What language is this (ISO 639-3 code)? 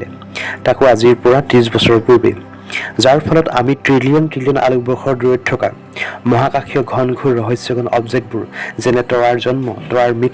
asm